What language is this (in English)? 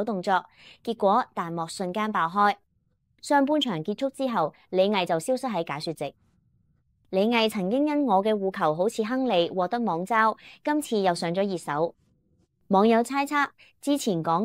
Cantonese